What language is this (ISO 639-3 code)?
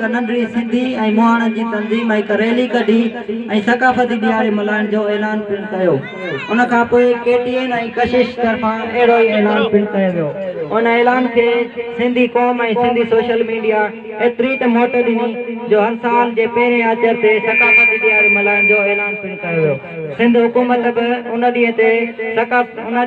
snd